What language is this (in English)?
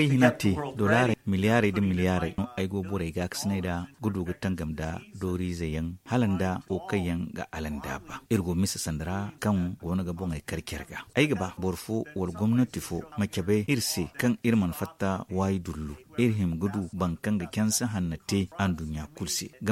Zarma